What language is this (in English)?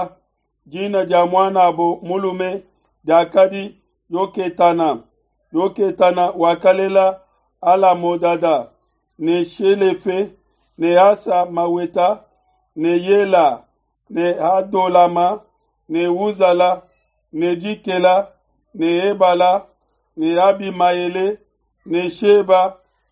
Luba-Lulua